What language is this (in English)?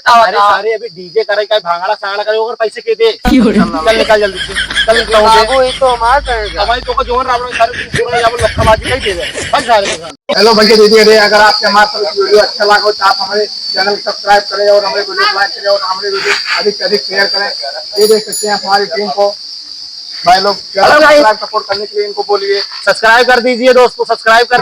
Awadhi